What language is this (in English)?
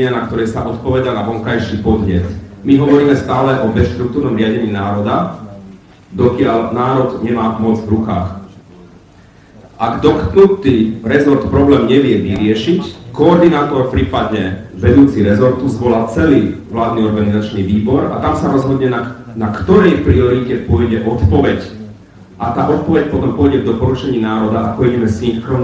Slovak